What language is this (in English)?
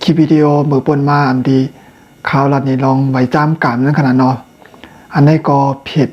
Shan